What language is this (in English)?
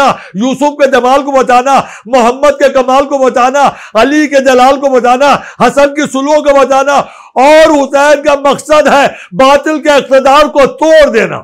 Urdu